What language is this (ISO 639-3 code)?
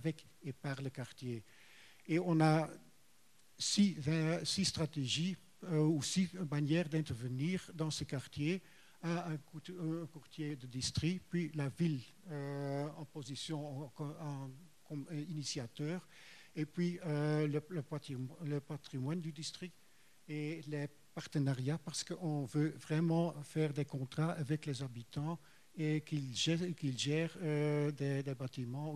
fra